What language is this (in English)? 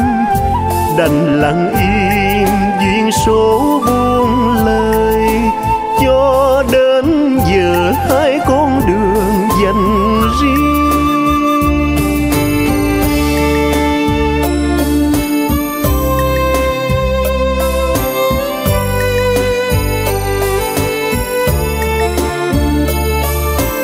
Vietnamese